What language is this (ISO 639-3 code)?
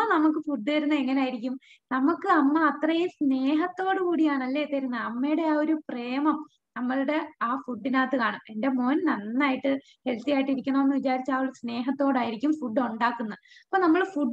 mal